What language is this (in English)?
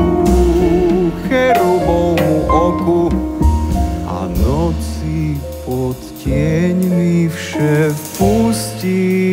Slovak